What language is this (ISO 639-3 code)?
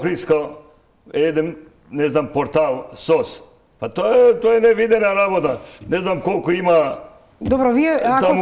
mkd